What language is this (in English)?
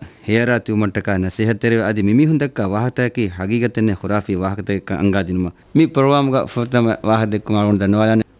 Divehi